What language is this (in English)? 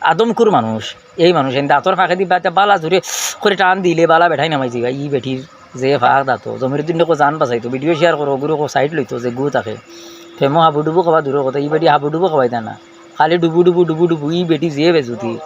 Sylheti